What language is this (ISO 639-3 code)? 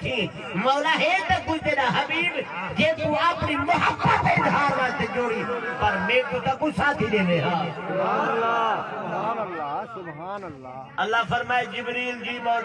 skr